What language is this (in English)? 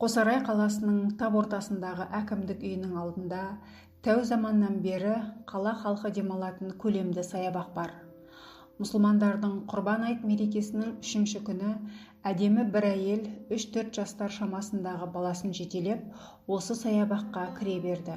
Kazakh